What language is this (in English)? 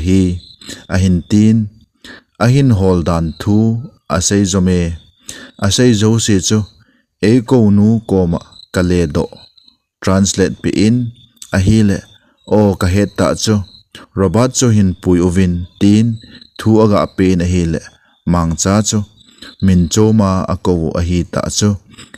Thado Chin